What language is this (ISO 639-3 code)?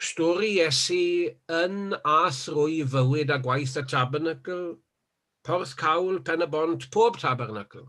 cym